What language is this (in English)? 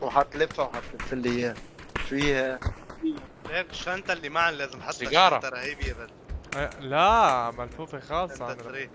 North Levantine Arabic